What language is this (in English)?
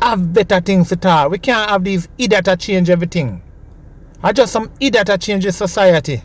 Jamaican Creole English